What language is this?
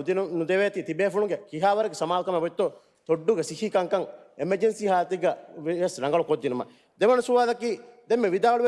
Divehi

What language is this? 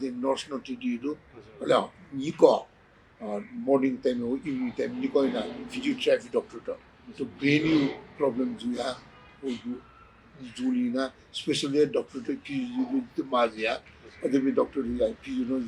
Newari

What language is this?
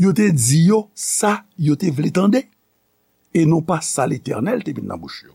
Haitian Creole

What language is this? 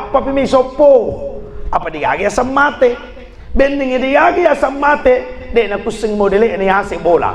Buginese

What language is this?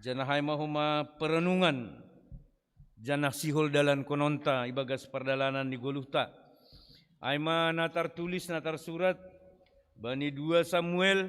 Batak Simalungun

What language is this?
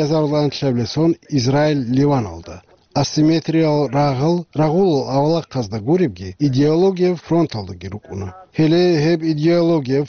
Avaric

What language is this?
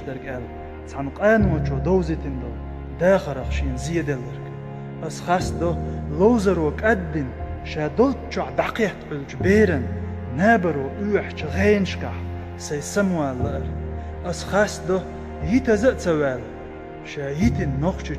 Chechen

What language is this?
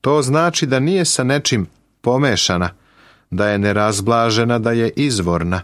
Serbian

